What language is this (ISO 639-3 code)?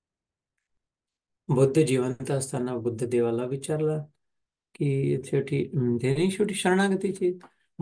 mar